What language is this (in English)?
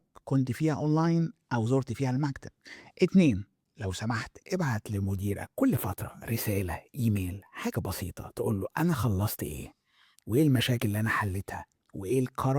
Egyptian Arabic